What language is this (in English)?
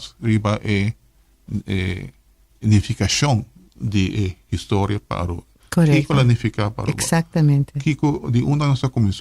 Papiamento